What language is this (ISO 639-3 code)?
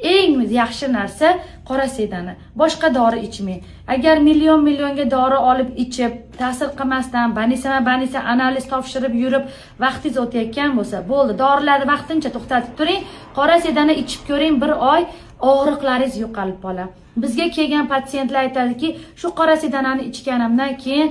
uzb